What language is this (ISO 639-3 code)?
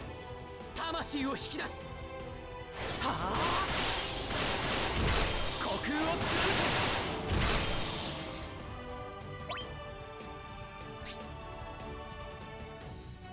jpn